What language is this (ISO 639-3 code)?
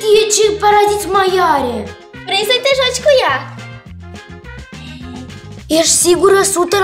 ron